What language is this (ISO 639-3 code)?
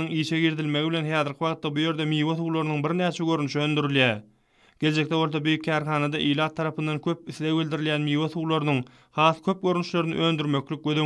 tuk